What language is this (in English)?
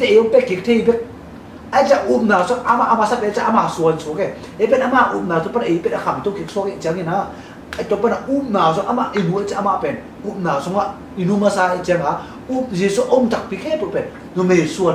Tedim Chin